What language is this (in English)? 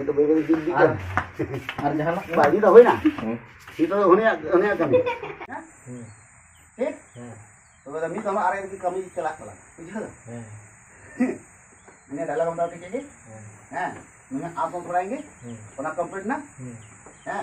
Santali